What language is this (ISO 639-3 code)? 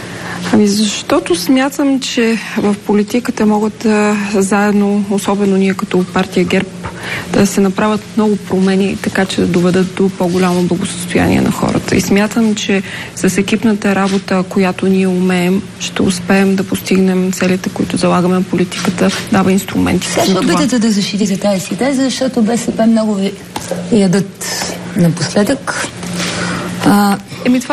bul